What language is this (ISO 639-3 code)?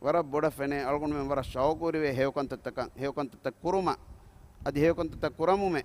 div